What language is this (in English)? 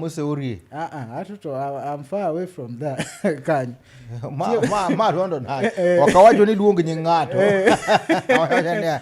Luo (Kenya and Tanzania)